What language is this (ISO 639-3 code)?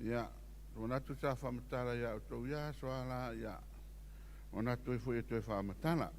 smo